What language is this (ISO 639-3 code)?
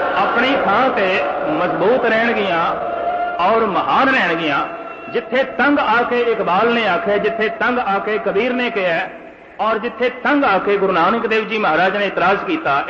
pan